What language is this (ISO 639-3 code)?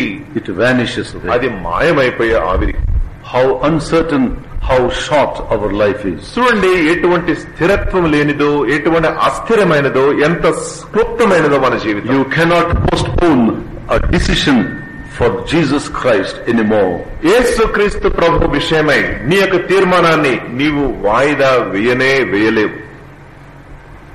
tel